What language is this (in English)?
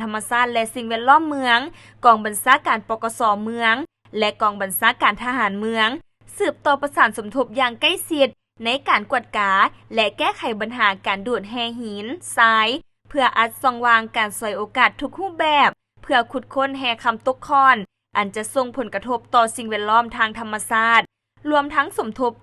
Lao